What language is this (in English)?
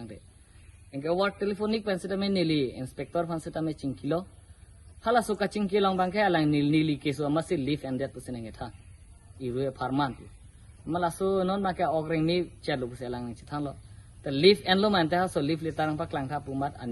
Karbi